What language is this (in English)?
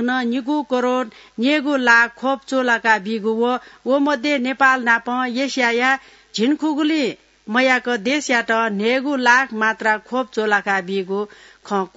Newari